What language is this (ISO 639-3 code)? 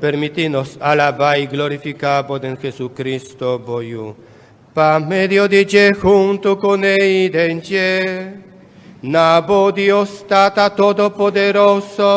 pap